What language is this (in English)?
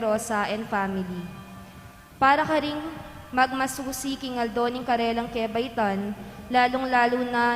Pampanga